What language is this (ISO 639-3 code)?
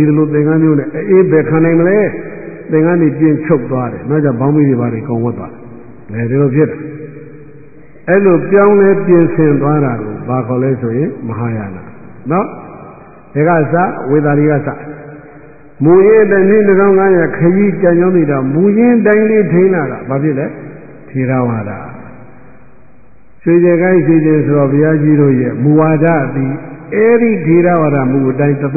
mya